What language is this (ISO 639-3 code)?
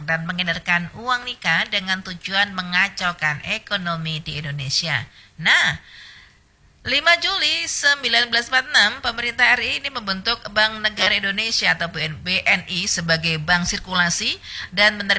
ind